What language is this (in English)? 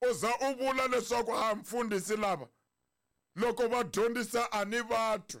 Tsonga